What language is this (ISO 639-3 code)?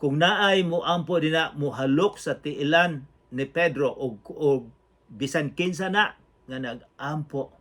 ceb